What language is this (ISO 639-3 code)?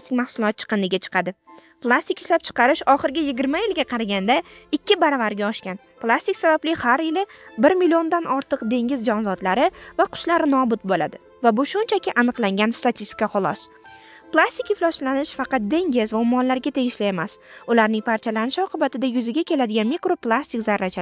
uzb